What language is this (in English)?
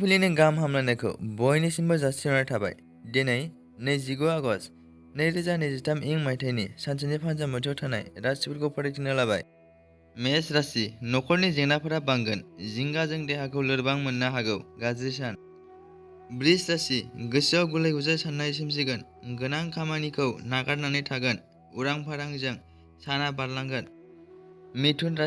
Bodo